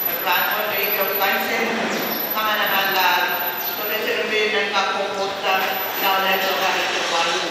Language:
Pohnpeian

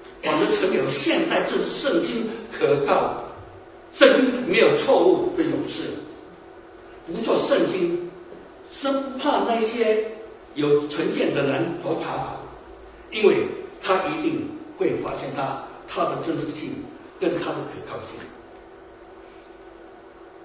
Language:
Chinese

